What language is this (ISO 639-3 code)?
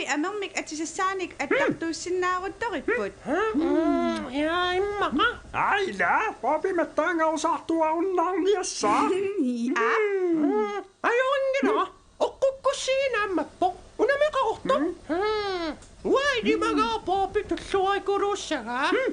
kal